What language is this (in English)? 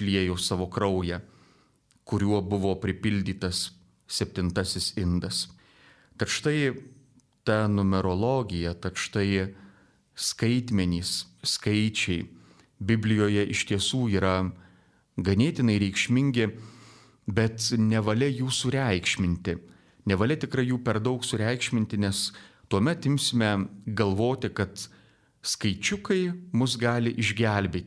Lithuanian